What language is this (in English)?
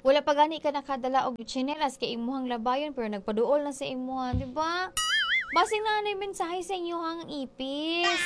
Cebuano